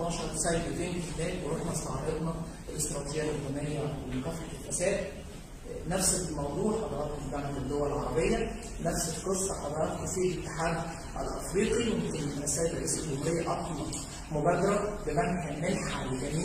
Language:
Arabic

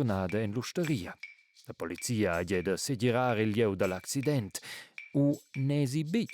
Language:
Romansh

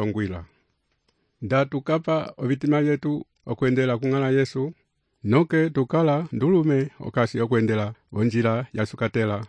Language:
Umbundu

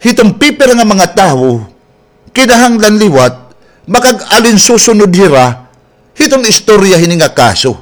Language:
Waray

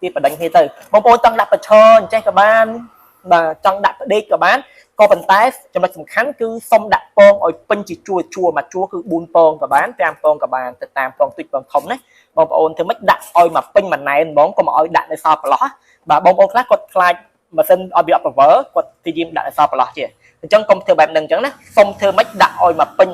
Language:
Khmer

